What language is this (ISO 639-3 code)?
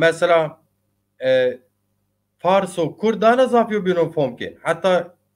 zza